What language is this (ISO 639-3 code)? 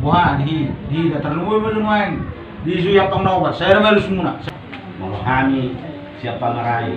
bbc